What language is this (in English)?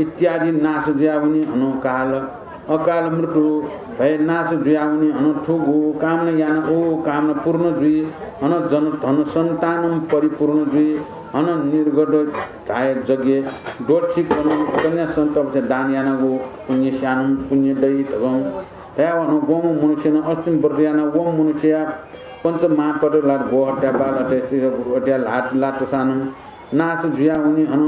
Newari